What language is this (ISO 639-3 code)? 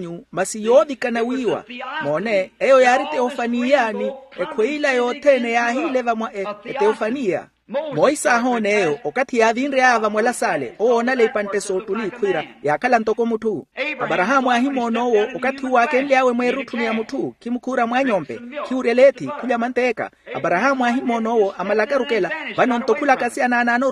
vmw